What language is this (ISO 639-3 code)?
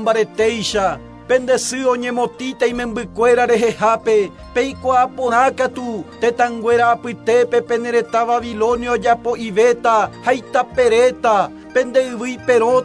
grn